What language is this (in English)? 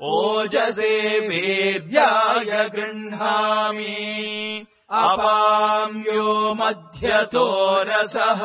Sanskrit